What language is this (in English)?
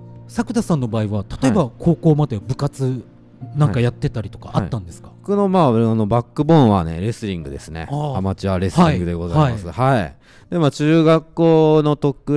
Japanese